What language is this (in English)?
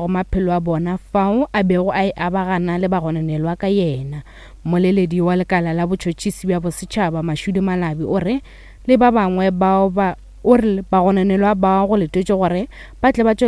Northern Sotho